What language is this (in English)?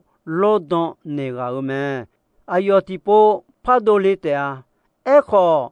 Akha